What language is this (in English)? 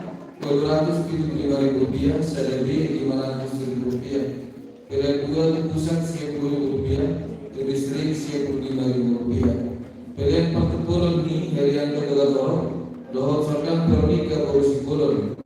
Batak Toba